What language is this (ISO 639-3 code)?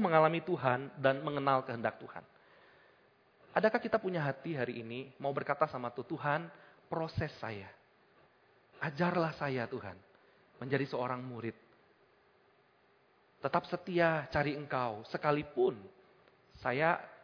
ind